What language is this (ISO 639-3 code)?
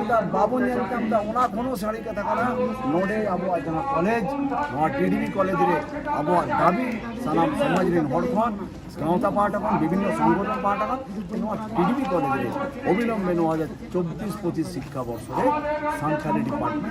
sat